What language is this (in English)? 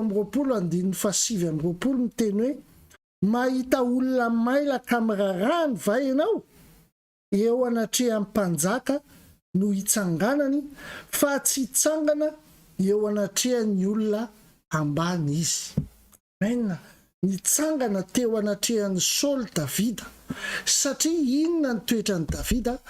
Malagasy